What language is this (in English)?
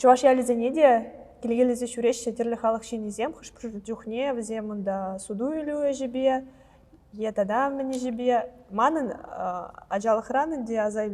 Chuvash